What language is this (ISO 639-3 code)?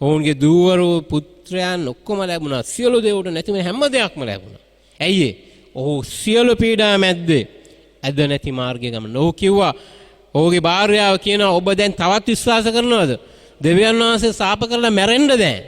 sin